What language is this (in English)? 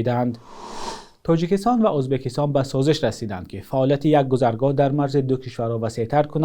Tajik